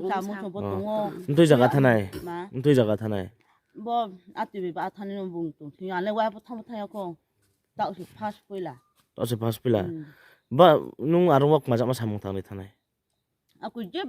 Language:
Riang (India)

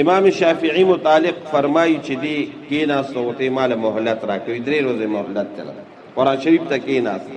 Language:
Pashto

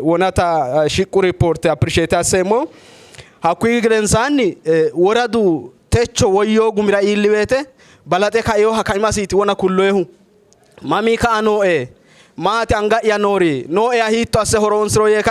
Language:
Sidamo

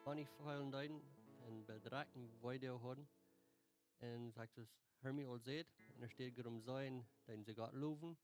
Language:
Plautdietsch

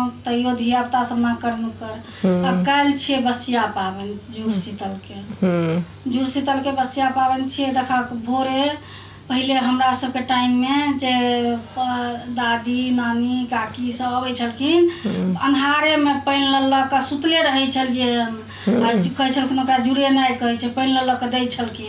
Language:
Maithili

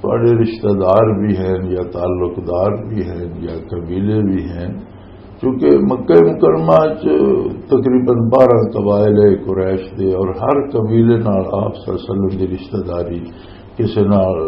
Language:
Western Panjabi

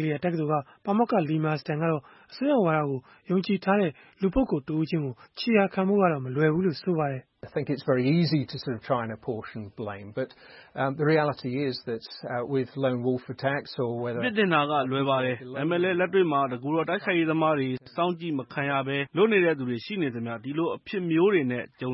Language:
Burmese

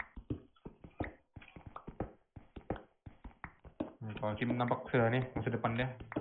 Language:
Indonesian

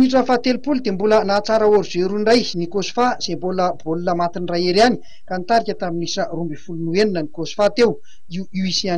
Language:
Malagasy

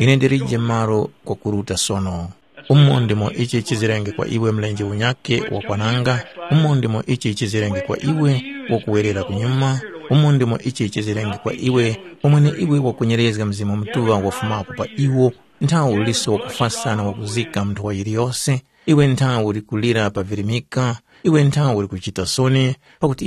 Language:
Tumbuka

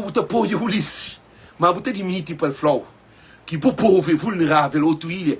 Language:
Kabuverdianu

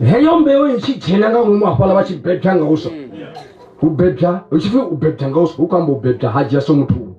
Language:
Venda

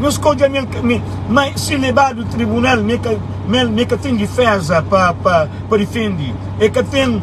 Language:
Kabuverdianu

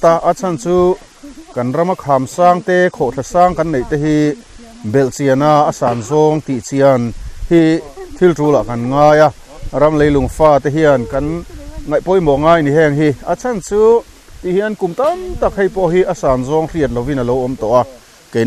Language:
Mizo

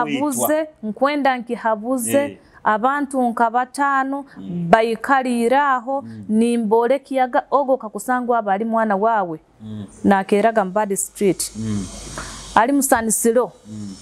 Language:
Nyoro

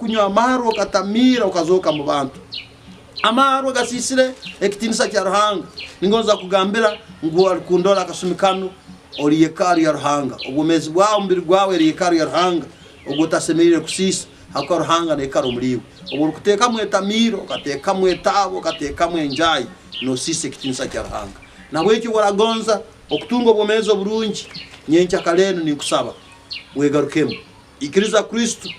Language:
Nyankole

